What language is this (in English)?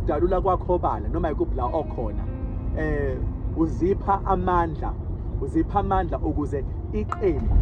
Zulu